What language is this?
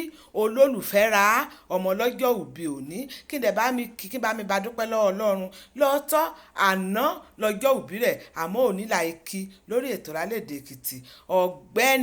Yoruba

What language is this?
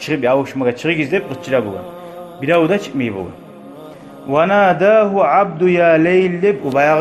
Kumyk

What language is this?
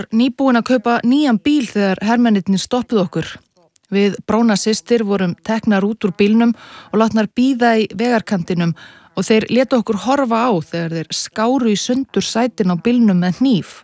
Icelandic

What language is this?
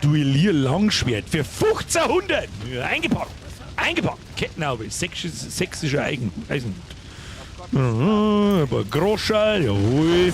Bavarian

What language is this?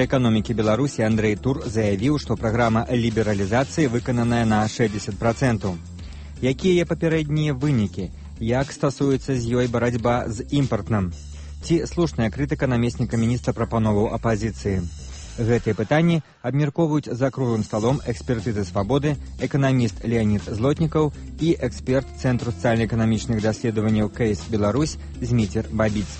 Belarusian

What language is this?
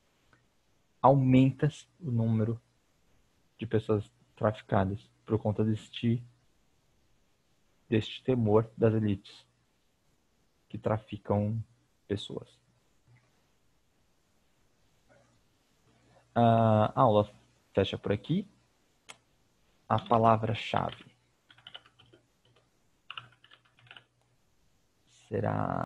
Portuguese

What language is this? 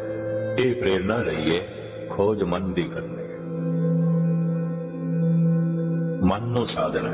Punjabi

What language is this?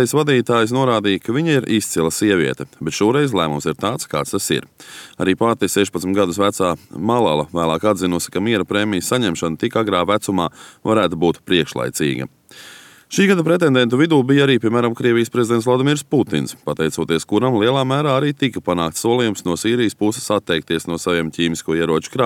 Latvian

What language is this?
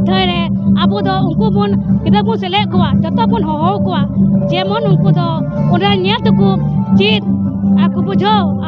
Santali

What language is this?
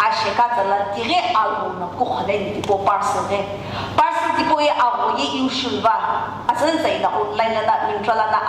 Sumi Naga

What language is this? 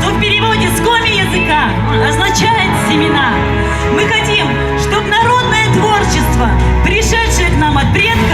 Komi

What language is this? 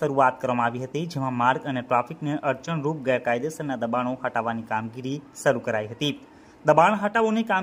Gujarati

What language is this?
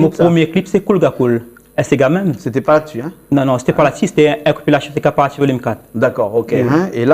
Réunion Creole French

